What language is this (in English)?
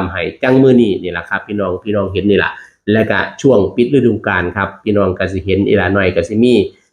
Northeastern Thai